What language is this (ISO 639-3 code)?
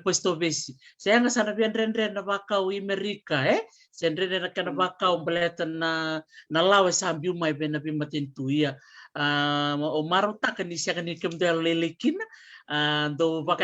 fij